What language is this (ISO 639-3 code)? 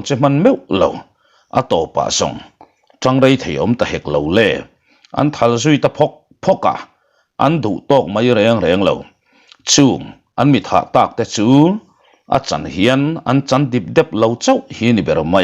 lus